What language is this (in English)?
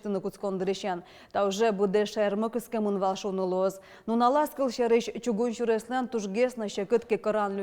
Udmurt